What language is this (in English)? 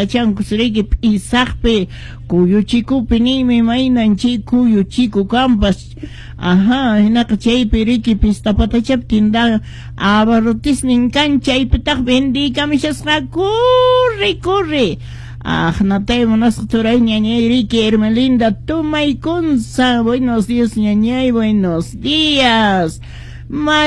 Quechua